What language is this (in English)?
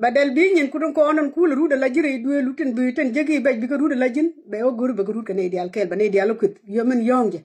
Nuer